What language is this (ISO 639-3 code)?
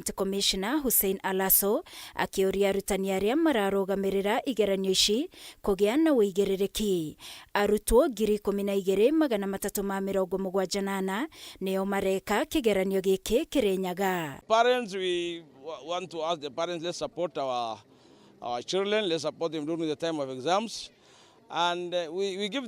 kik